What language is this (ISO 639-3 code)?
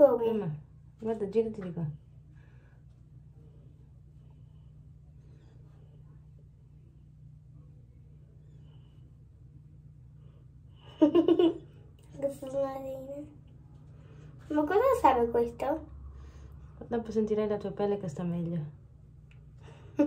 ita